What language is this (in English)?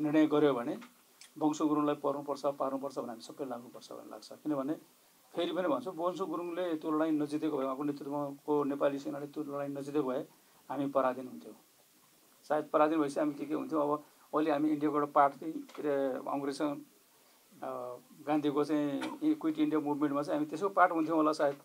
Nepali